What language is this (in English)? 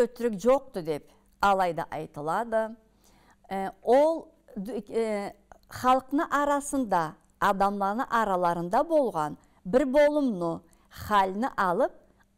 Karachay-Balkar